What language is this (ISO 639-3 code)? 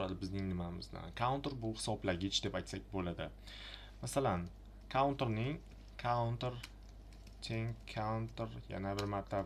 uzb